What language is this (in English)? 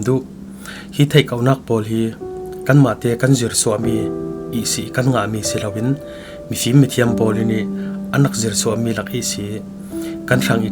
Falam Chin